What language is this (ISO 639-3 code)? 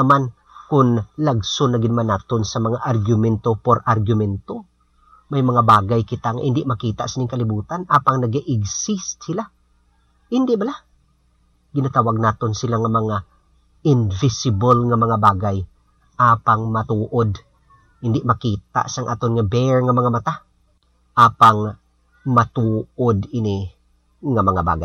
hil